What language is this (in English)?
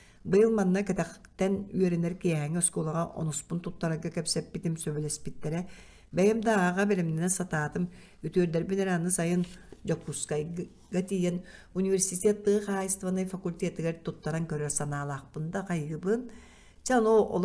Yakut